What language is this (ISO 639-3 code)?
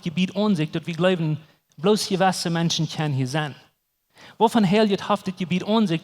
pdt